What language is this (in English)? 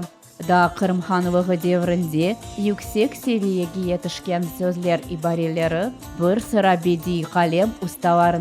Crimean Tatar